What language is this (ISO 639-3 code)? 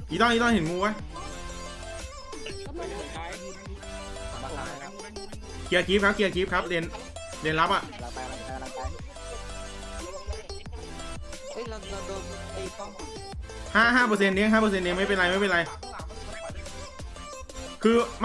tha